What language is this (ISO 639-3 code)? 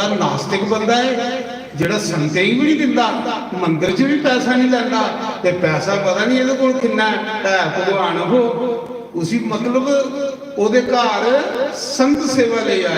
doi